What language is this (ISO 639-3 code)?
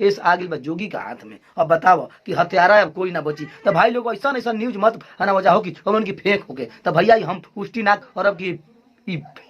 bho